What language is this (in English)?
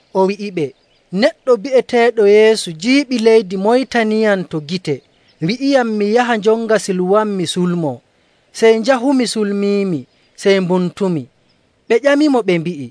Nigerian Fulfulde